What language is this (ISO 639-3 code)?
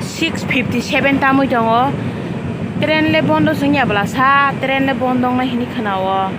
trp